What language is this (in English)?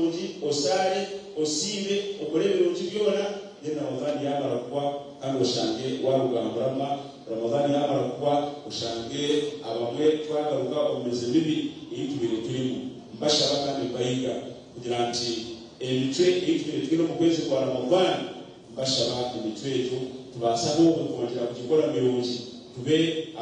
Nyankole